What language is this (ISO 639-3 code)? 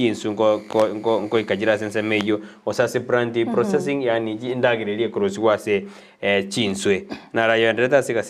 guz